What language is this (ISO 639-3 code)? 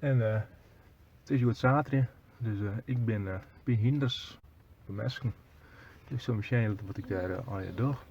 fry